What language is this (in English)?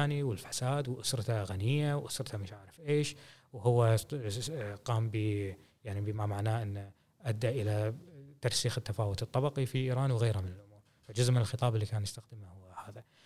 Gulf Arabic